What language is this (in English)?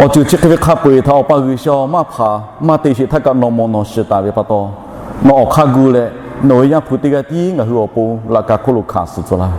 Lahu